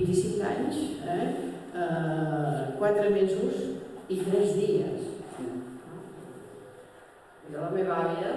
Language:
Catalan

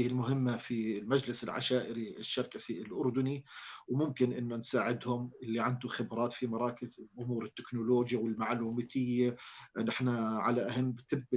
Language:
North Levantine Arabic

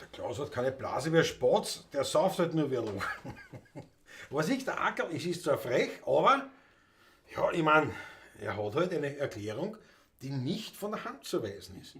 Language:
Bavarian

